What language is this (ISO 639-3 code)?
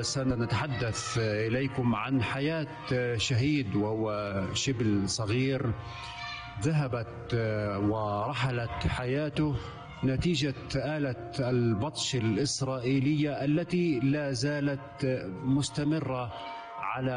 ara